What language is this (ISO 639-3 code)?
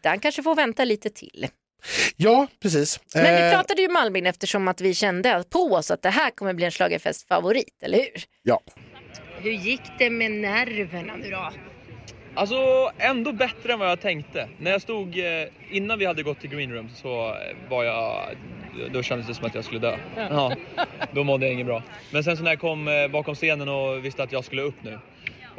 swe